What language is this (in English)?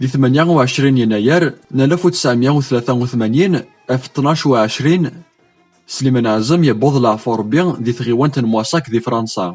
Kabyle